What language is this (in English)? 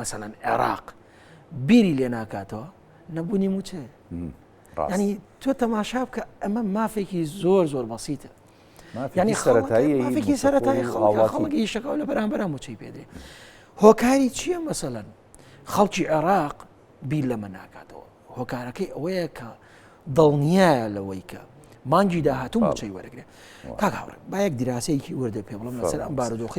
Central Kurdish